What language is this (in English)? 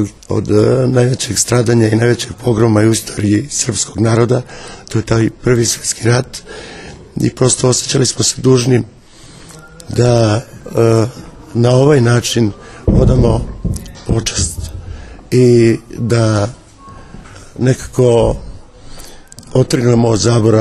Serbian